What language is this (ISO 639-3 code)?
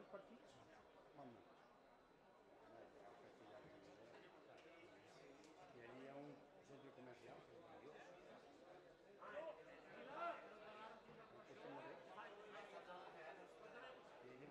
cat